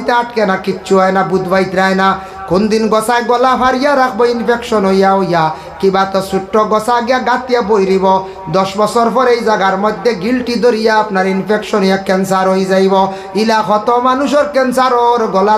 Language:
Sylheti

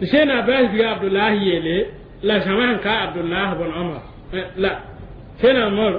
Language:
Mossi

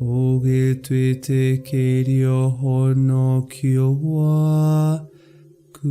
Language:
Kikuyu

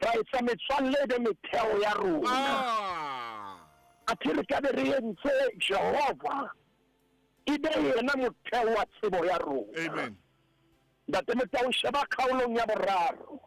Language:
Southern Sotho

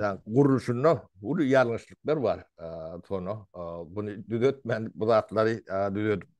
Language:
Turkmen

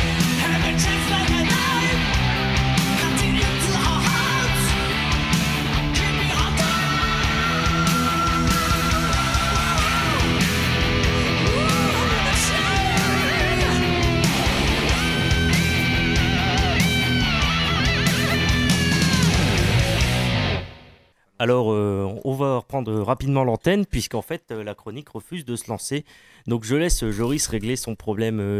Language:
French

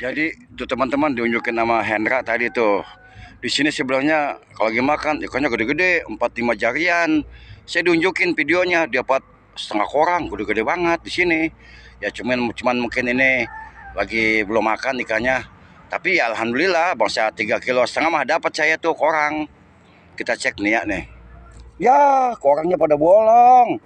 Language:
Betawi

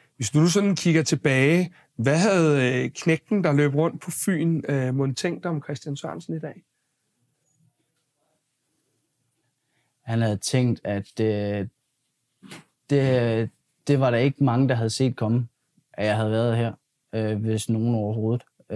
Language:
Danish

